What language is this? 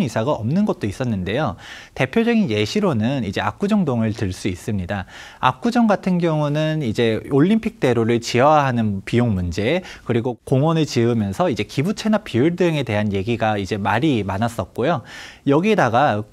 Korean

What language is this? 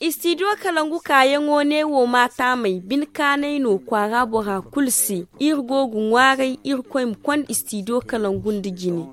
Zarma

